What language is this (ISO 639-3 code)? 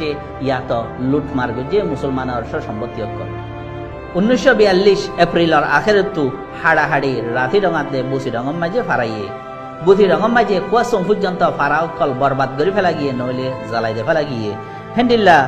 rhg